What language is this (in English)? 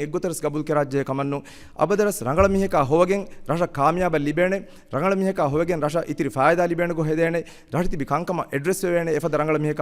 Divehi